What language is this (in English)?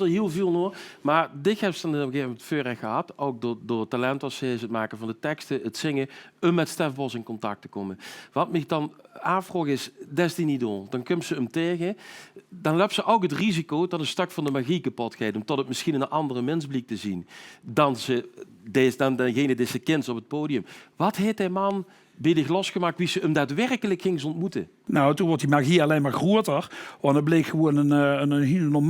Limburgish